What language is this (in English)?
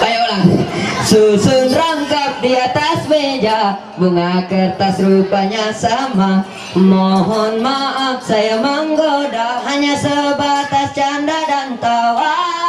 Ma'anyan